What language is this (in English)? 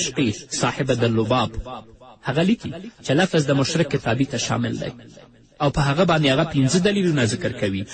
Pashto